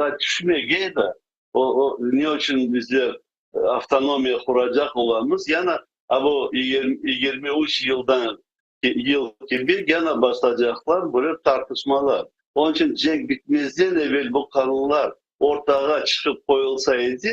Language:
Crimean Tatar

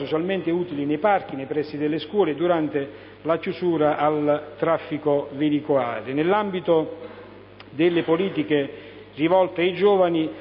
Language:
Italian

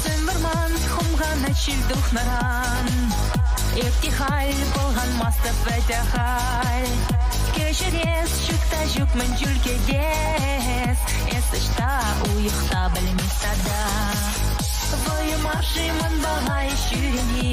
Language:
Chuvash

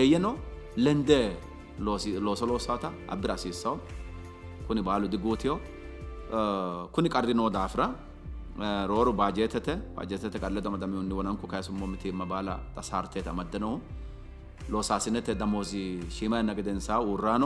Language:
Sidamo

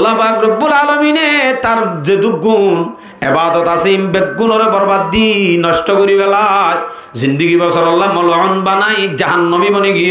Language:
Rohingya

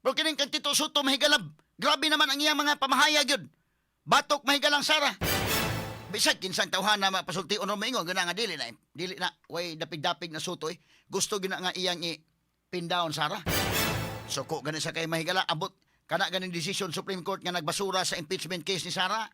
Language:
Cebuano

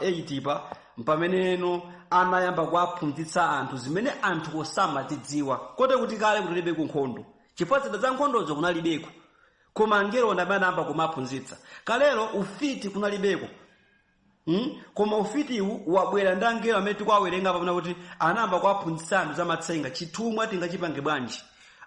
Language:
Nyanja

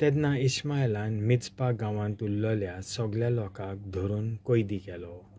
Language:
Konkani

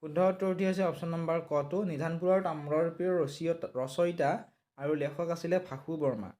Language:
Assamese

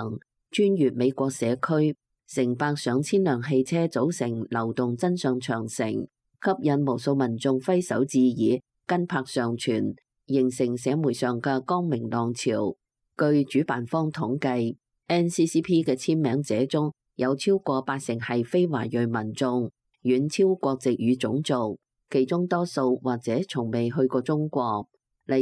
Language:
Cantonese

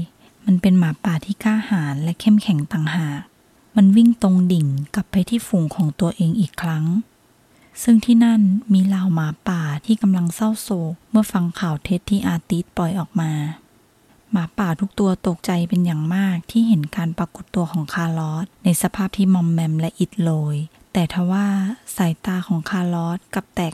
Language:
Thai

